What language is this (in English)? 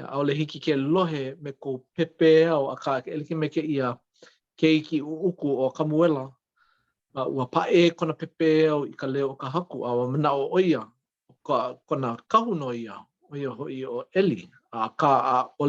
Hawaiian